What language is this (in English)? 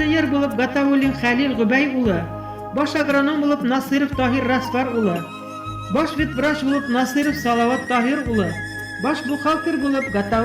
Bashkir